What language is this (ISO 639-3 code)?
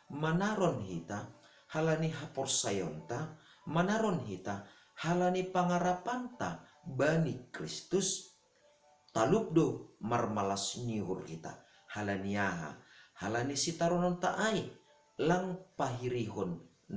bts